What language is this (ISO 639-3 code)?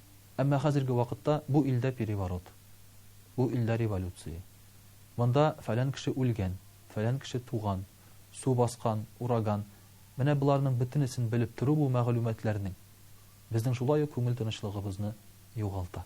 tat